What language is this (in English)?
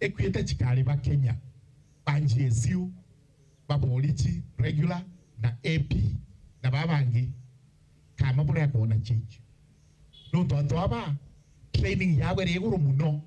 Meru